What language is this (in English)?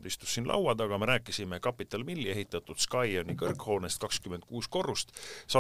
Estonian